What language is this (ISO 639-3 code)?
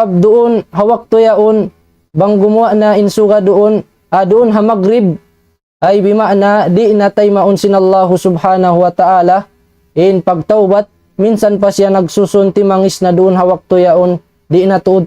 tsg